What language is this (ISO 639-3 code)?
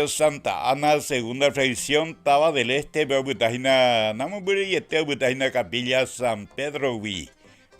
grn